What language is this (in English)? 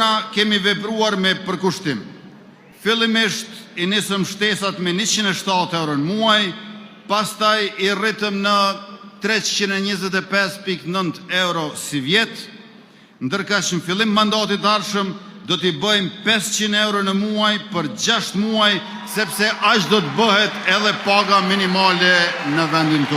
Albanian